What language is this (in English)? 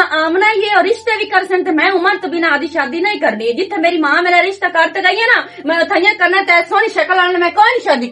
Western Panjabi